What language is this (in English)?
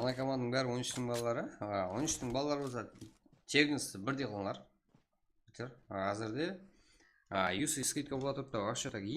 Kara-Kalpak